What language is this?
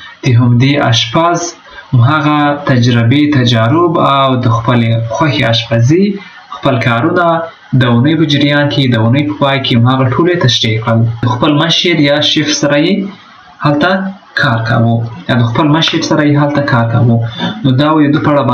Pashto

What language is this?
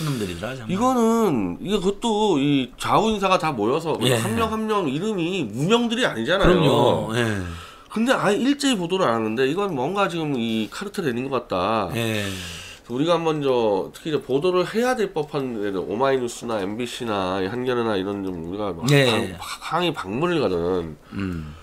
Korean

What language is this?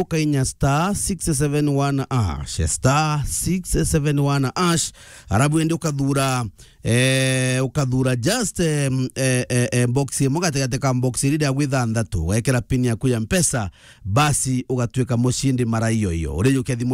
Meru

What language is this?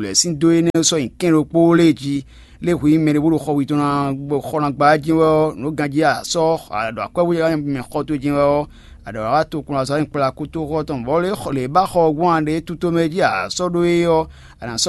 Fon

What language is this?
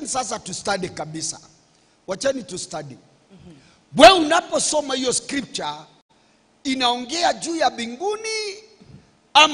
Swahili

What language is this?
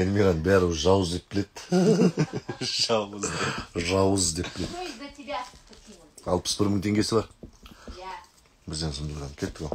Kazakh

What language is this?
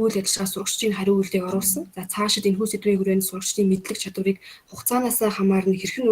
Mongolian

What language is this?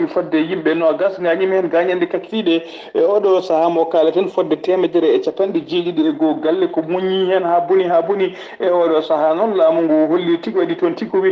Fula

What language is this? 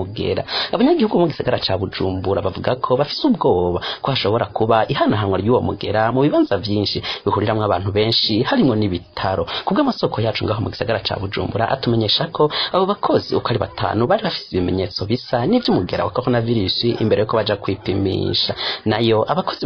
Rundi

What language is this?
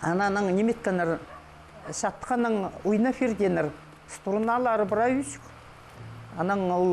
Khakas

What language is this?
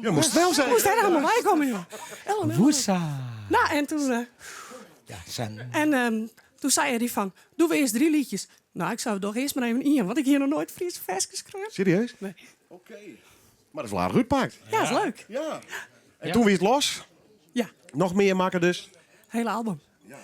Western Frisian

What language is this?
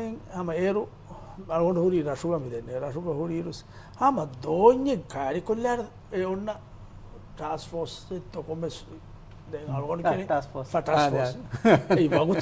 Divehi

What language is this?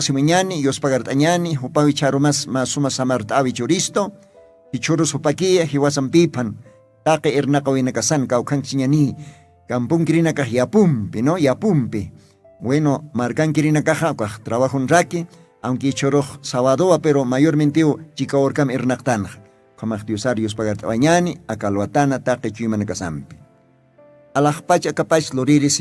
Aymara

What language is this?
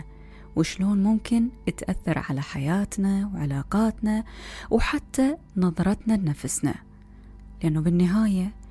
Mesopotamian Arabic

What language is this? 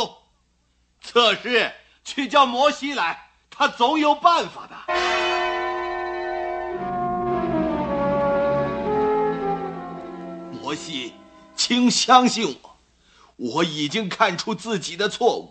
Chinese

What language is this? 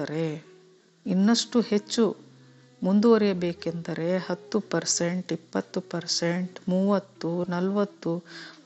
Kannada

